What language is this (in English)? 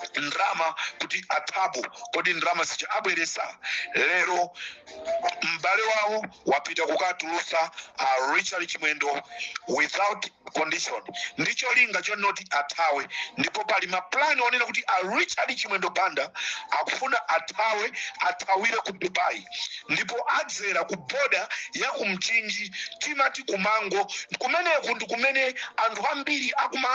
Nyanja